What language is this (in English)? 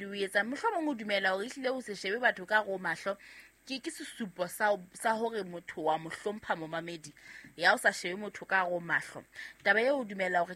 Southern Sotho